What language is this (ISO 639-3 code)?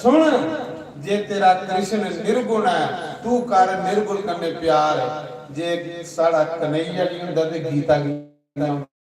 doi